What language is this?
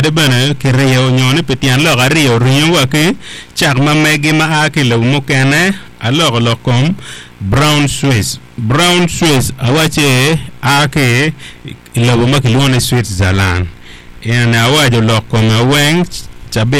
Acoli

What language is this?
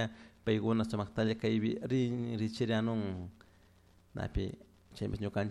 Chimborazo Highland Quichua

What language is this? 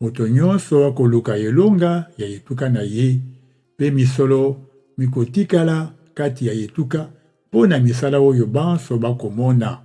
Lingala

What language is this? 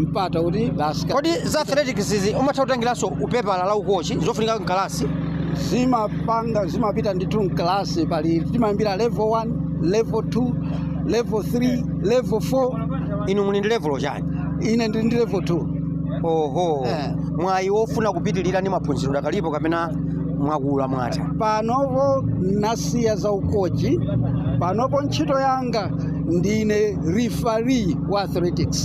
Nyanja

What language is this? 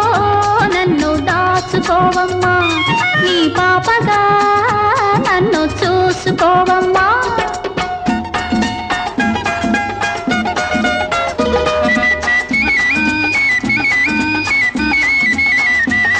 Telugu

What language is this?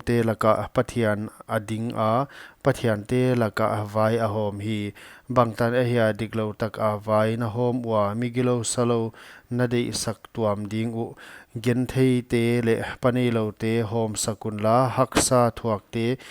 Paite Chin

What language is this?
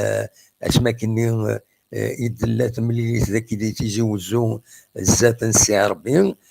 Kabyle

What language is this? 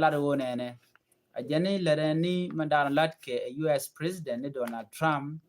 Nuer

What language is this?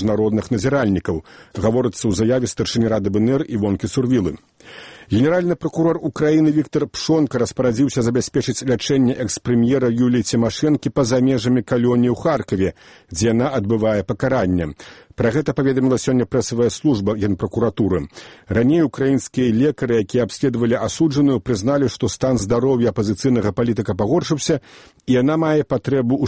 Belarusian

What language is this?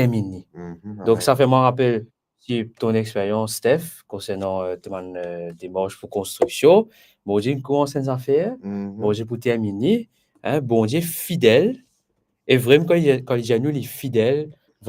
Morisyen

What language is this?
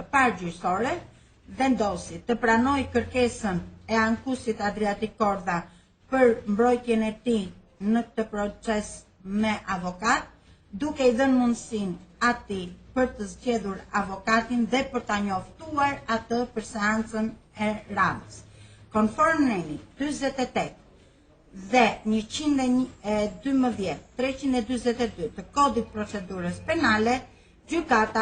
Albanian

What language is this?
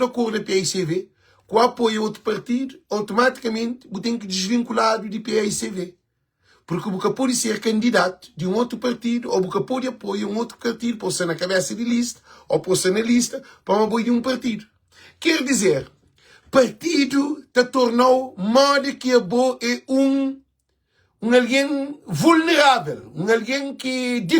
Kabuverdianu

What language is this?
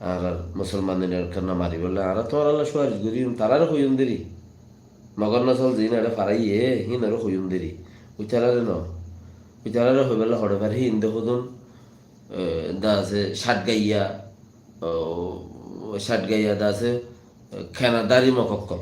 Rohingya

